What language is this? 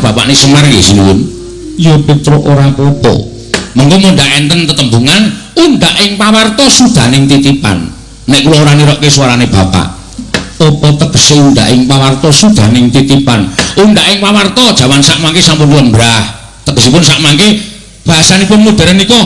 Javanese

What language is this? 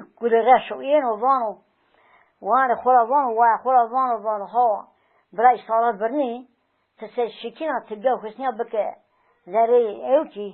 Zaza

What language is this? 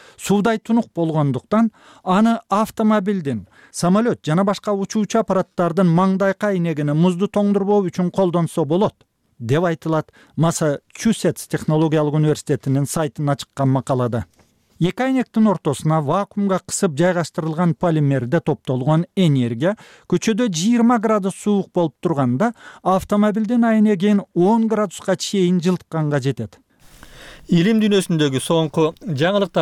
Kyrgyz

